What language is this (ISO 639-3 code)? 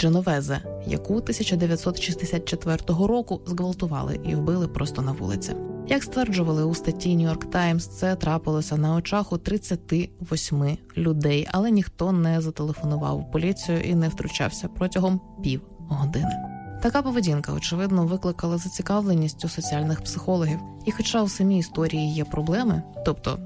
ukr